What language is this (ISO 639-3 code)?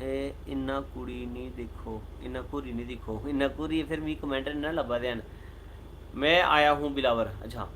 doi